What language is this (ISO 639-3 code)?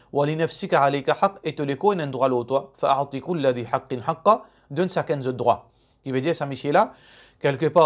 mfe